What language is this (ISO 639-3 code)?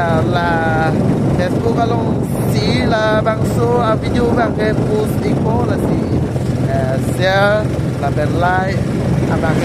mjw